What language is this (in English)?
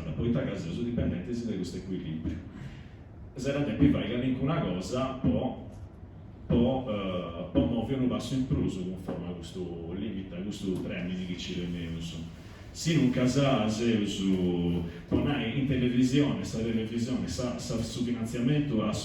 Sardinian